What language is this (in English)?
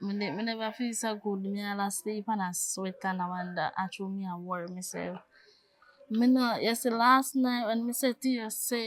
Jamaican Creole English